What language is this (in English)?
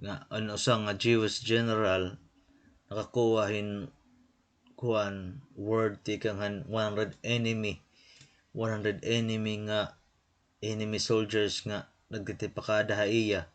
Waray